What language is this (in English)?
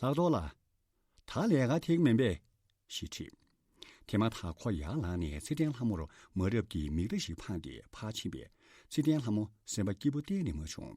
Tibetan